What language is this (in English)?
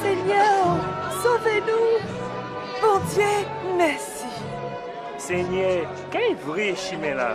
Guadeloupean Creole French